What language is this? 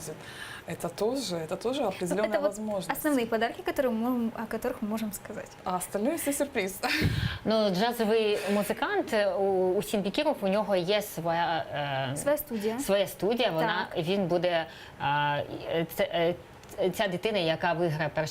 Crimean Tatar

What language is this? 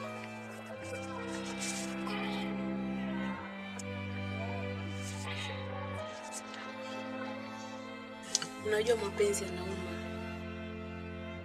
Swahili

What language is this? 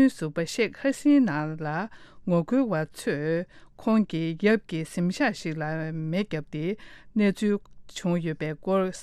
Tibetan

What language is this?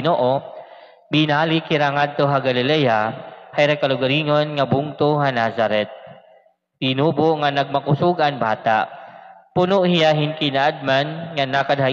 Waray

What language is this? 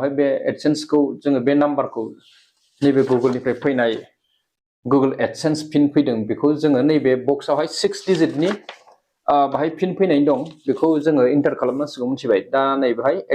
Bodo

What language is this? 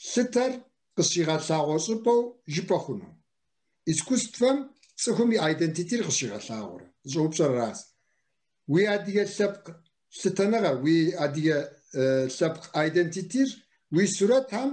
Kabardian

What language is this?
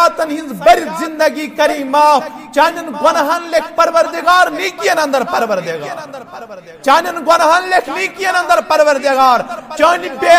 Kashmiri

